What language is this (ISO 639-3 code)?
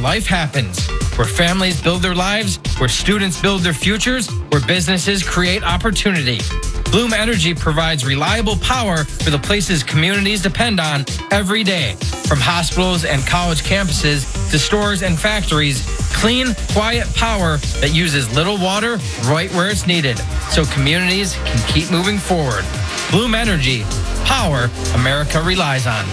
eng